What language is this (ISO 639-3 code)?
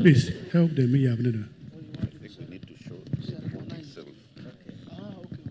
ach